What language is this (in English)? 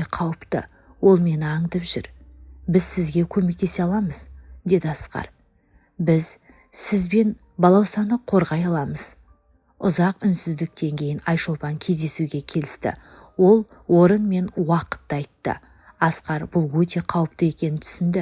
Kazakh